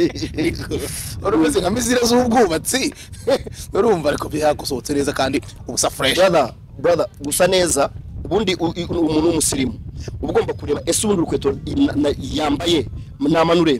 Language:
Kinyarwanda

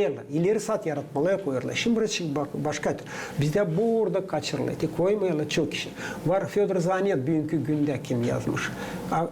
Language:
Gagauz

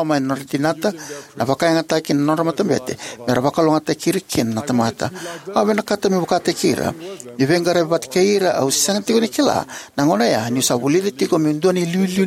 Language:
Fijian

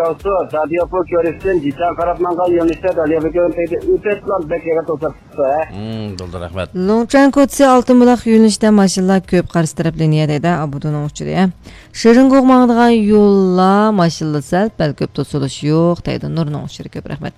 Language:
Uyghur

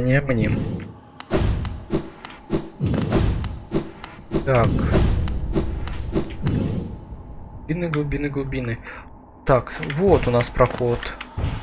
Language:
Russian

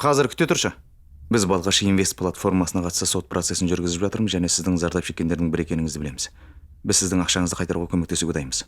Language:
Kazakh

